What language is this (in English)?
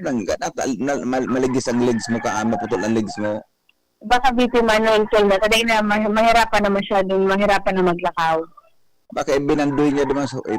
Bikol